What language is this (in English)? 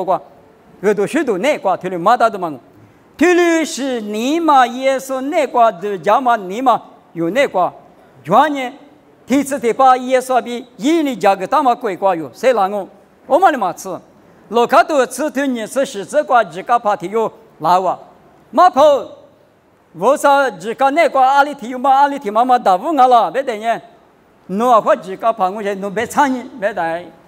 Lisu